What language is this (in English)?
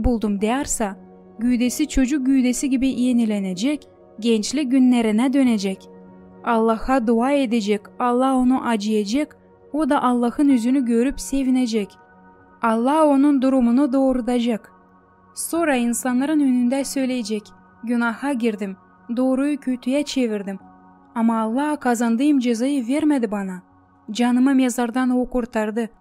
Gagauz